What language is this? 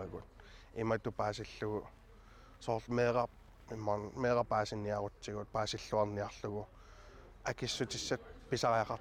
Kalaallisut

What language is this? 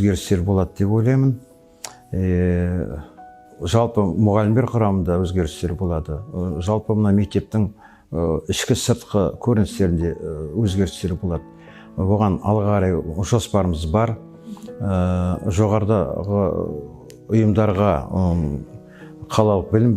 Kazakh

